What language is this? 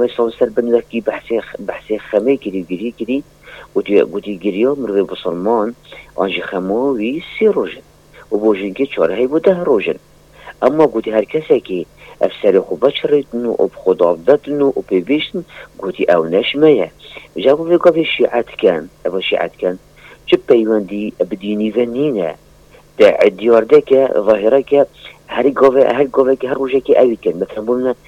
Kurdish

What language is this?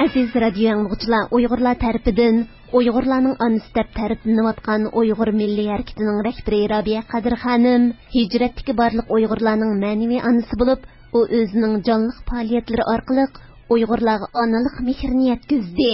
Uyghur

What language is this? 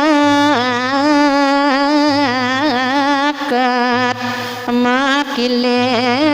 Balinese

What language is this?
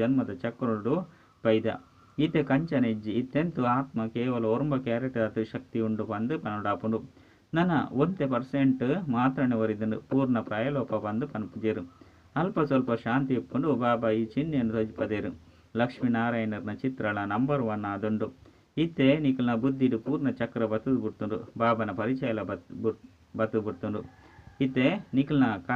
Tulu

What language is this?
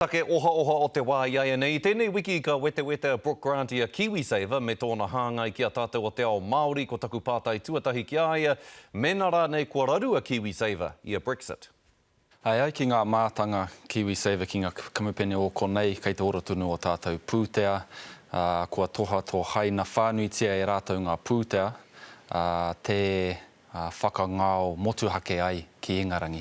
Māori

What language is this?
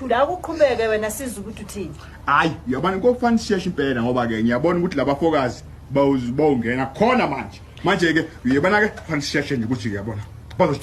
Zulu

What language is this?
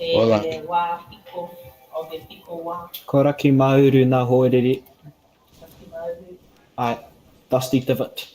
Māori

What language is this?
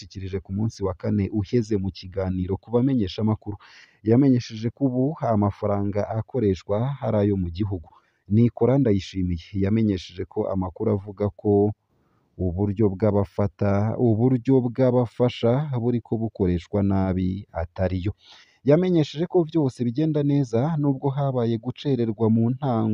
Rundi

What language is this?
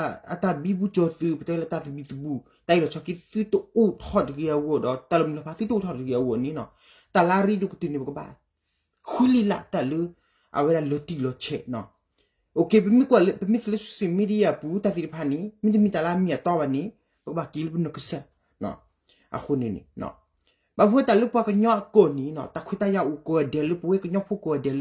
S'gaw Karen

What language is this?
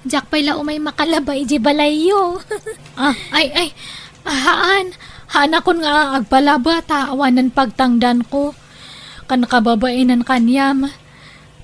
Iloko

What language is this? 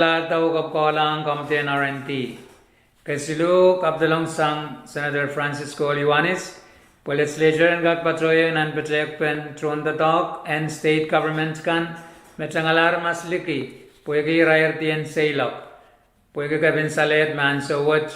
Pohnpeian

